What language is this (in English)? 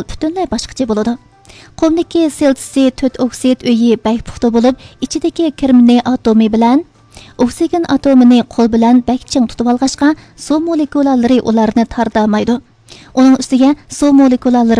Uyghur